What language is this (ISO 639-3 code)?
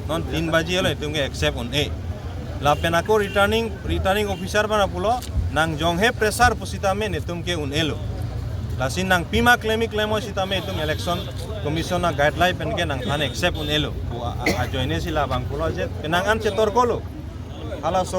mjw